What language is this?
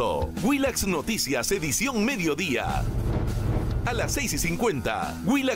Spanish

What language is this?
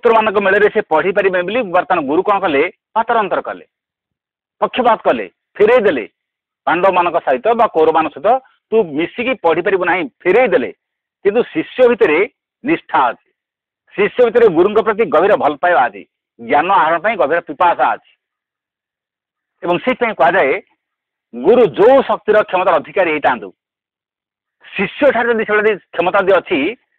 Odia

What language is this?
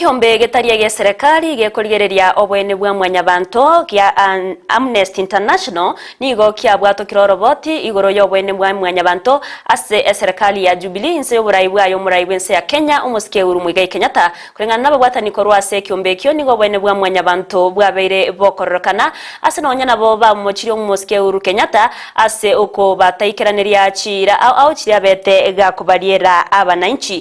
Gusii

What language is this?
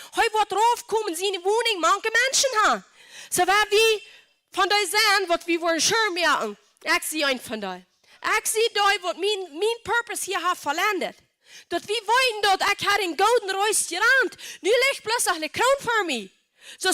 Plautdietsch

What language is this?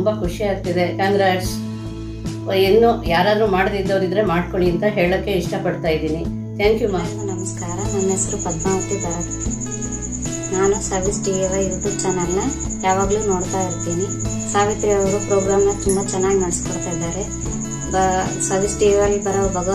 Kannada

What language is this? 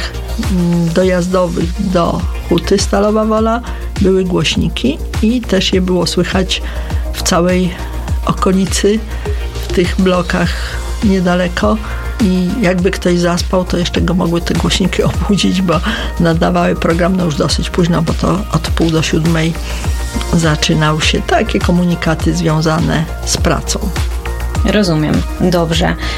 Polish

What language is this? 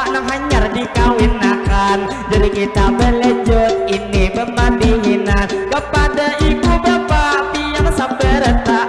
Banjar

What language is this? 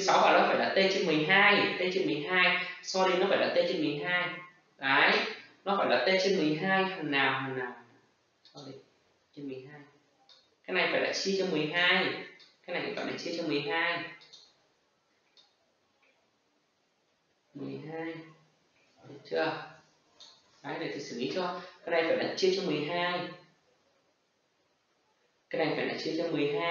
Vietnamese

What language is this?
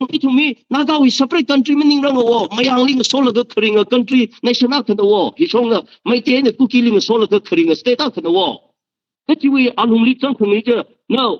Tangkhul Naga (India)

